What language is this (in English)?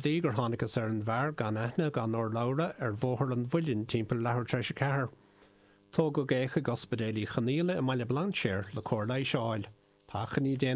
Irish